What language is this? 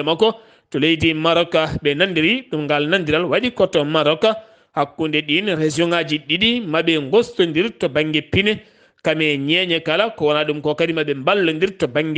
Fula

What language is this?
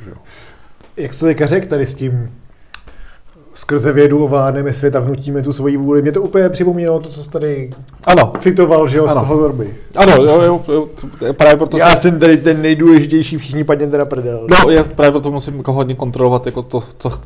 Czech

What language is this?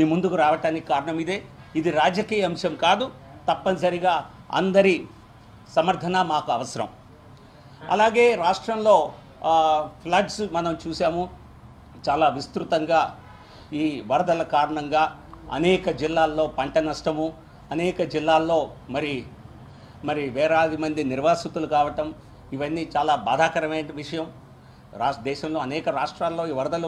Telugu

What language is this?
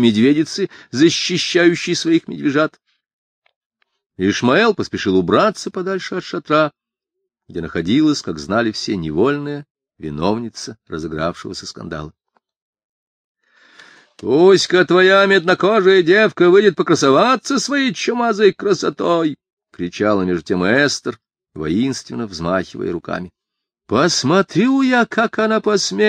Russian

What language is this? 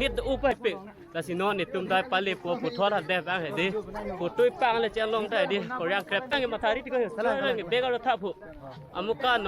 Karbi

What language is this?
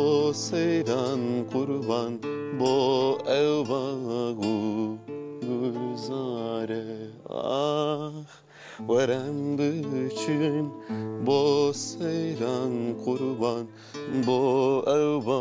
Kurdish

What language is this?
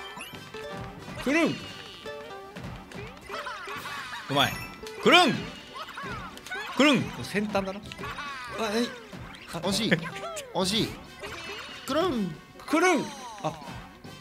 Japanese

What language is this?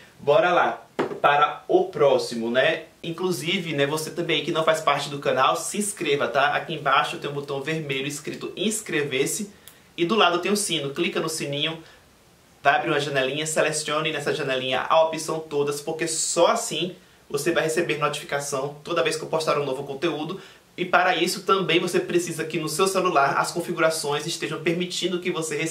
Portuguese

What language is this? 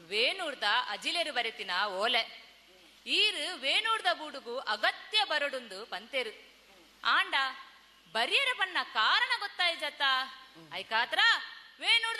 Tulu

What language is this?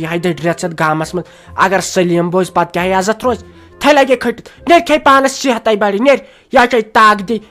Kashmiri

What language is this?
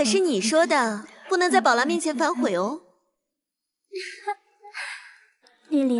Chinese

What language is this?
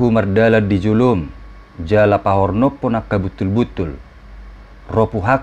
Batak Toba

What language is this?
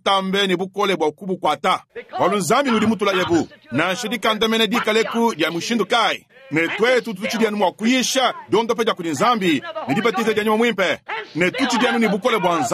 Luba-Lulua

